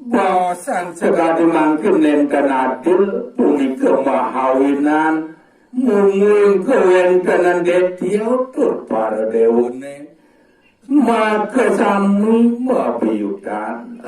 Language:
Balinese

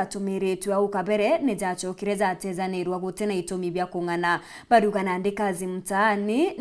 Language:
Meru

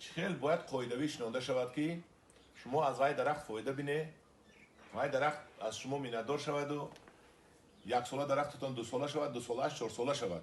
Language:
Tajik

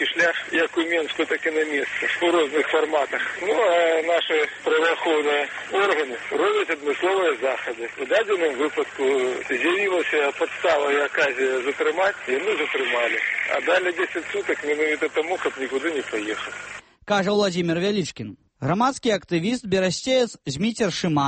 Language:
Belarusian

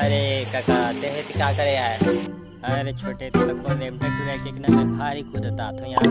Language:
Chhattisgarhi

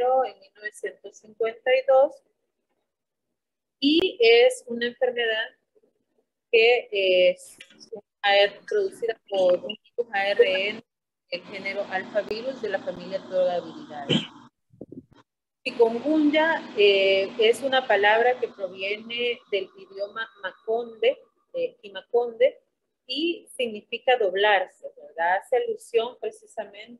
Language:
Spanish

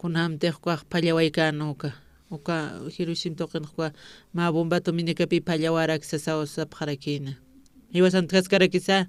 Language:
Aymara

